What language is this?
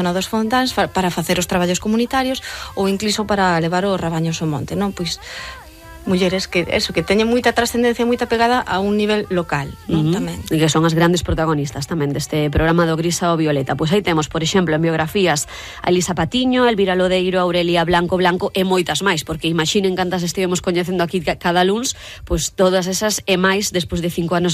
Galician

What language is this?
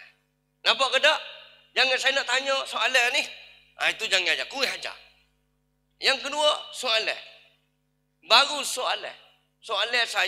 Malay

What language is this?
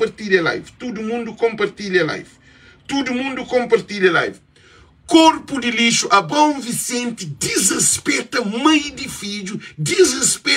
Kabuverdianu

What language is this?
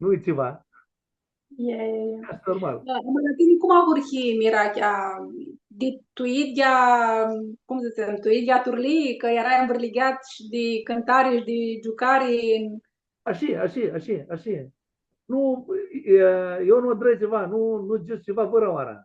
Aromanian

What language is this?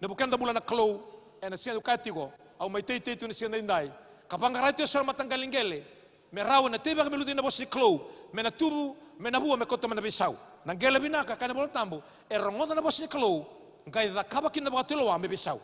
Fijian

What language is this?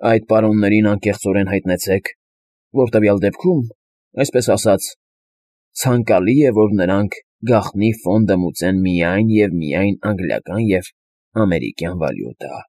Armenian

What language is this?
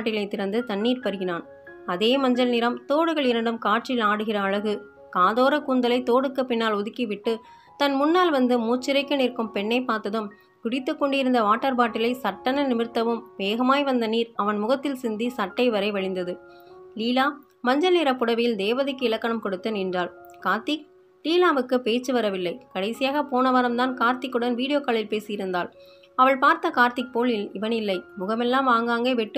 Tamil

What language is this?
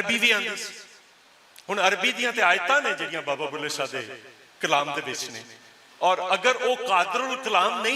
Western Panjabi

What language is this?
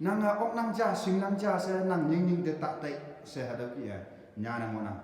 Konyak Naga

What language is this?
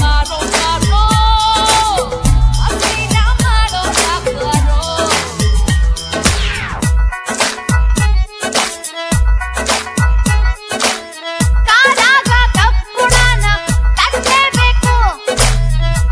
Kannada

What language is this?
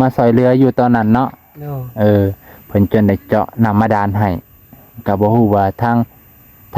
Lao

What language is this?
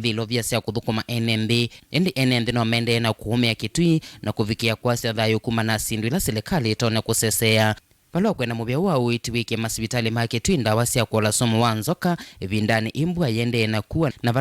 Kamba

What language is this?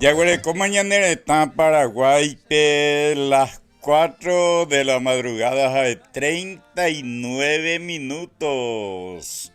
Guarani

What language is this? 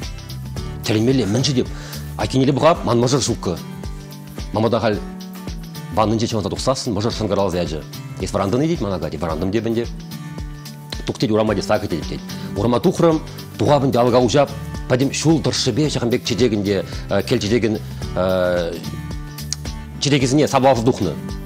Chuvash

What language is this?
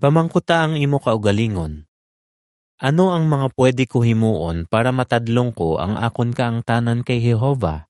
Hiligaynon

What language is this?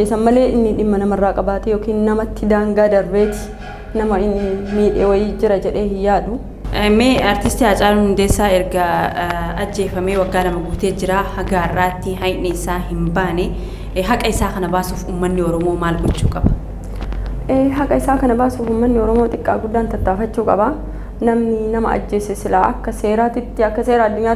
Oromo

